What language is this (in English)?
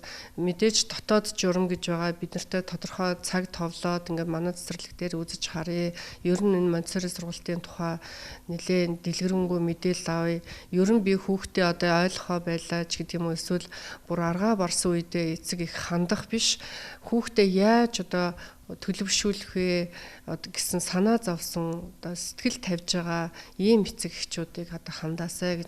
Mongolian